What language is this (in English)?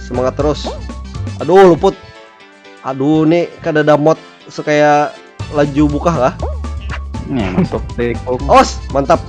Banjar